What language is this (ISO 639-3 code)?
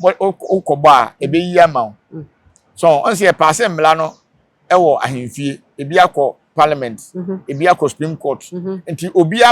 aka